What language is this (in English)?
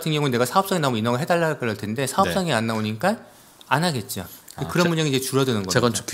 Korean